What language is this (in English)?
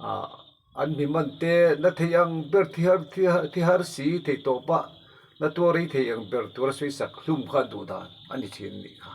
Mizo